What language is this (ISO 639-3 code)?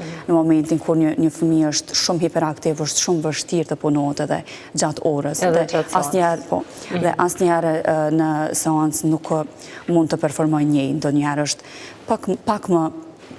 sqi